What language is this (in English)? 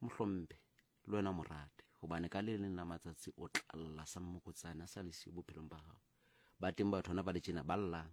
Southern Sotho